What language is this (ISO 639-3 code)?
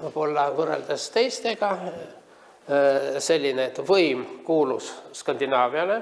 est